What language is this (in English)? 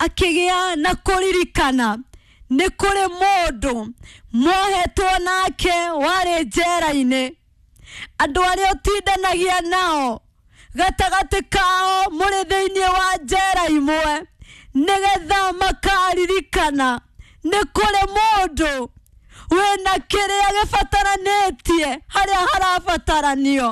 Kikuyu